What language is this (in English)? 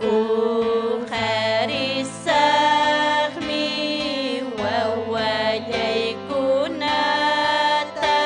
Ayacucho Quechua